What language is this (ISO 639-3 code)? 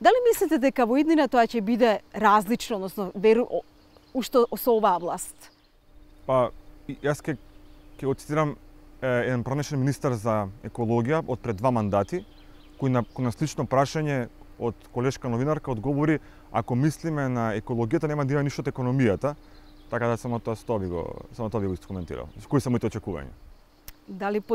mkd